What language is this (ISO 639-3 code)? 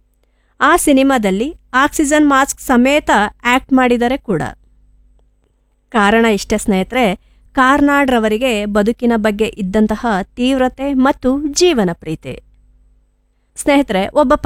kan